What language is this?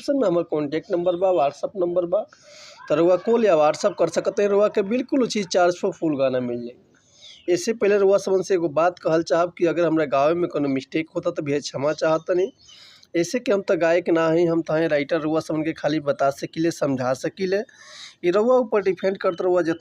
Bhojpuri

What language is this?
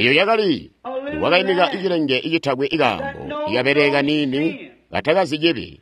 Tonga (Zambia)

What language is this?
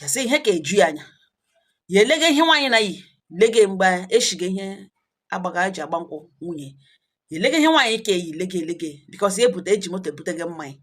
Igbo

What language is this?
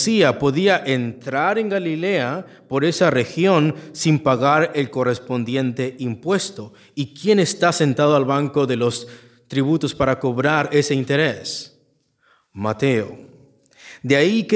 Spanish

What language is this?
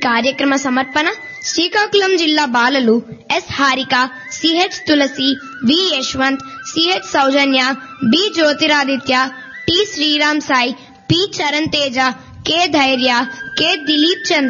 Telugu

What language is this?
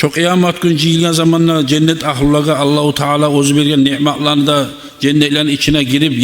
Kumyk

